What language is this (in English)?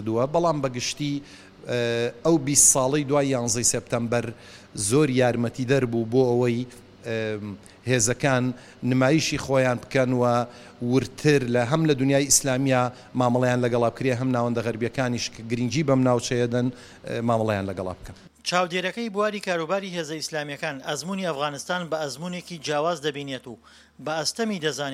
Central Kurdish